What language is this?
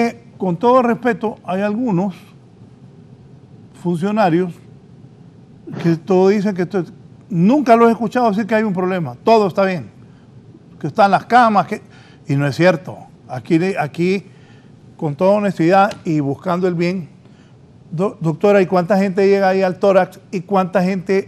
Spanish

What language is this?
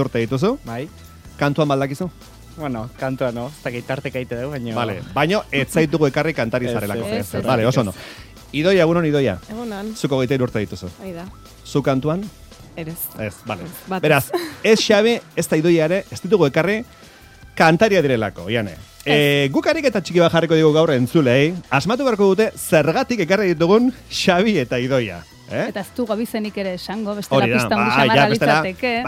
Basque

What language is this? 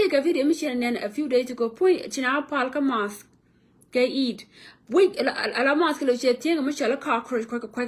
Nuer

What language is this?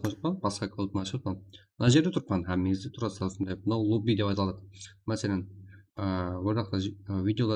Kara-Kalpak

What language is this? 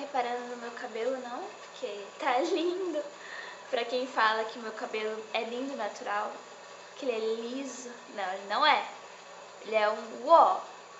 Portuguese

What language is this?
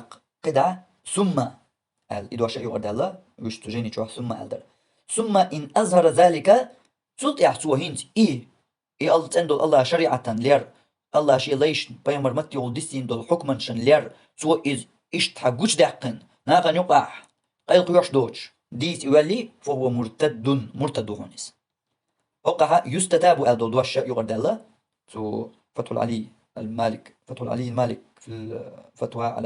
Chechen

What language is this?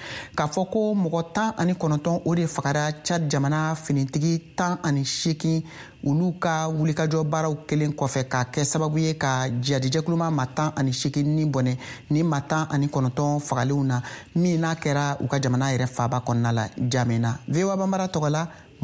Bambara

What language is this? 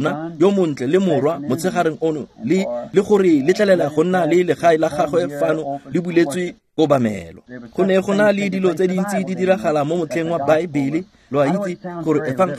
Tswana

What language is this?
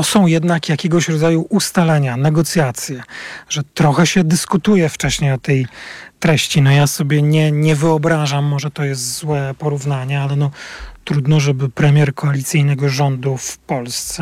Polish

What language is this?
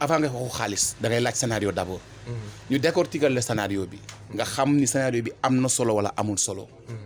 Wolof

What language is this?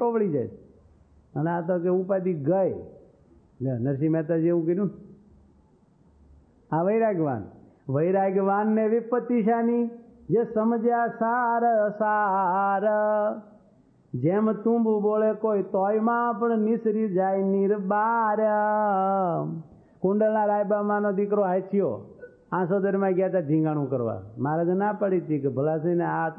Gujarati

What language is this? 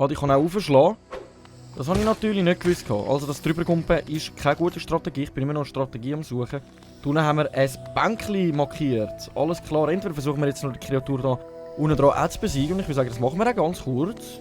Swiss German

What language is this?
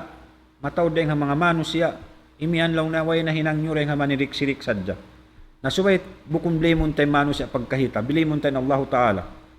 Tausug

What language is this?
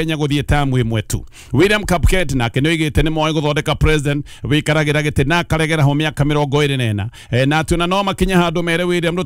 Kikuyu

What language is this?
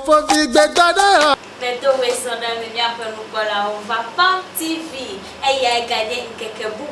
Ewe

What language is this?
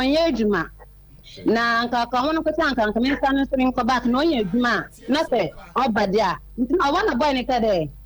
Akan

